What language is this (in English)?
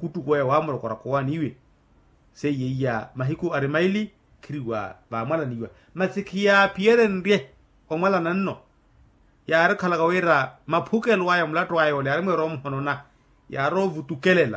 Makhuwa